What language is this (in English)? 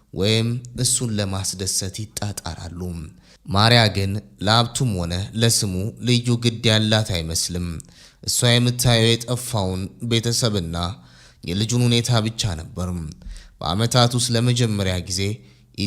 Amharic